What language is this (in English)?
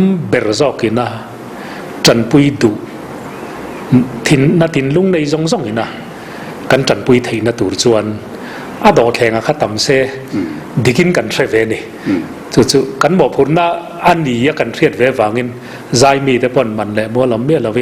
Mizo